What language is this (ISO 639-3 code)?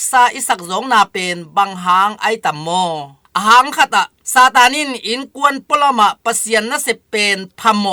ctd